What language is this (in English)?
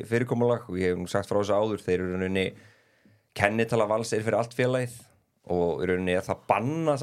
Icelandic